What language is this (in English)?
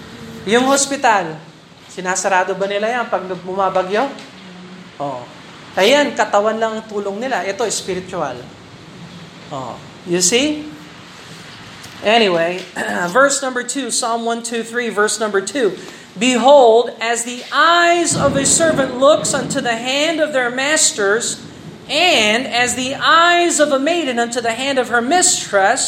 Filipino